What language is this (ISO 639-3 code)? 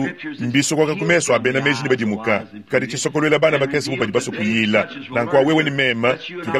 lua